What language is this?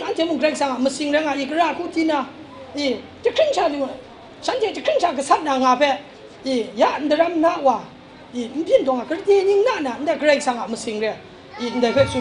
Kachin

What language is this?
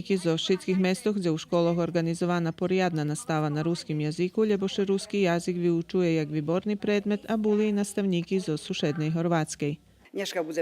Rusyn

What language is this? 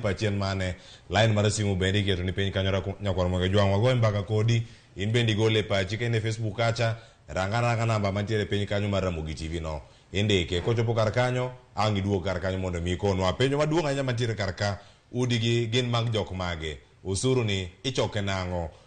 Luo (Kenya and Tanzania)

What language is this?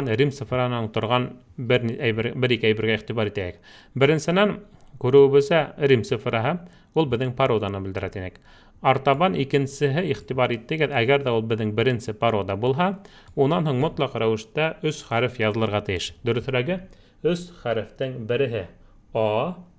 Bashkir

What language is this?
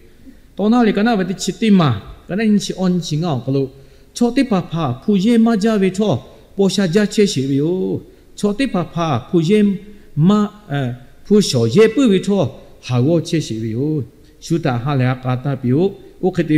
Lahu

